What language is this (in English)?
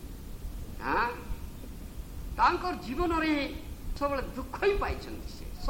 Odia